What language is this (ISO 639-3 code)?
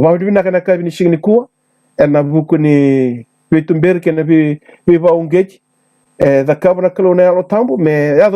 fij